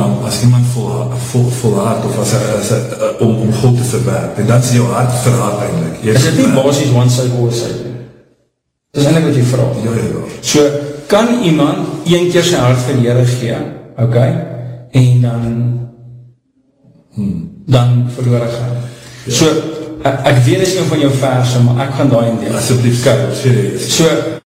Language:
Afrikaans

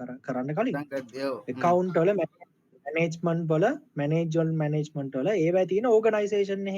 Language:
Sinhala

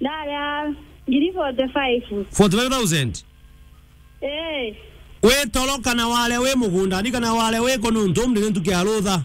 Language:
Meru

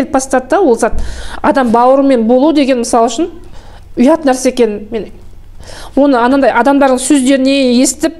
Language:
Kazakh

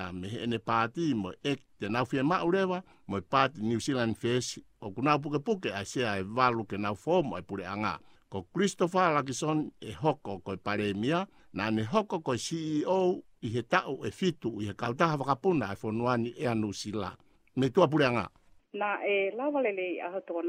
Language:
Tongan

